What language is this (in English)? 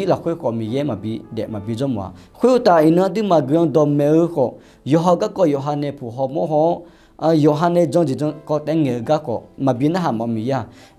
Akha